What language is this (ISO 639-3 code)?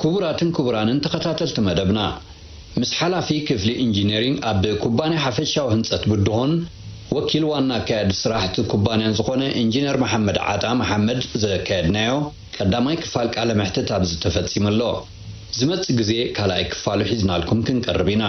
tir